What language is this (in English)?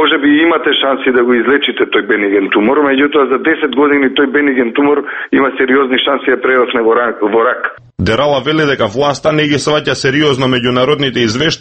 Macedonian